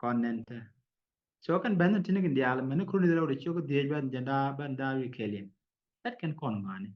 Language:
Nuer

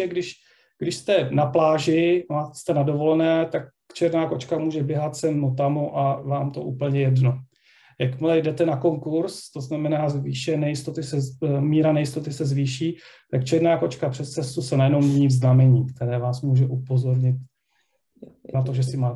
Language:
Czech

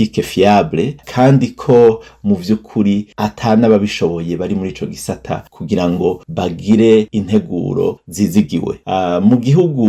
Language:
Rundi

